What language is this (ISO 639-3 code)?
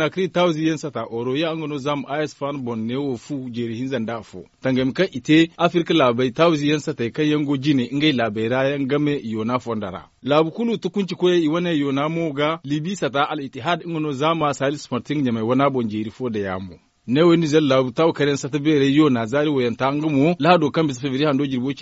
dje